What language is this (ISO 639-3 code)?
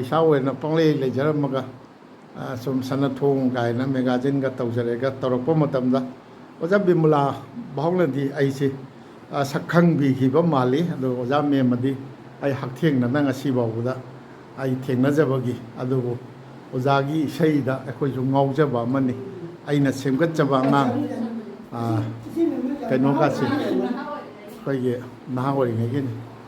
mni